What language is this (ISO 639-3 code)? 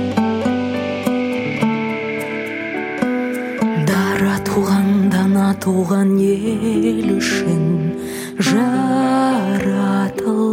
kaz